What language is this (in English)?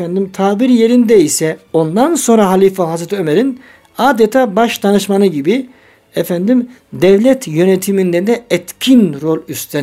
Turkish